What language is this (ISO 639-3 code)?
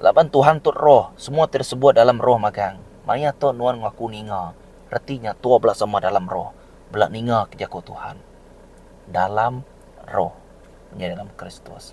iba